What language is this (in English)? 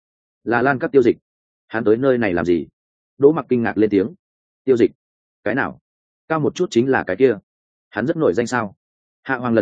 Vietnamese